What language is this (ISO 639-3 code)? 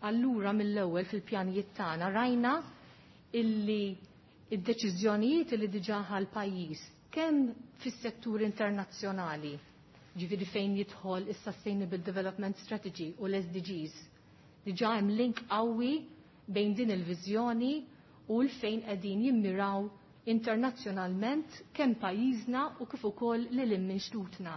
mlt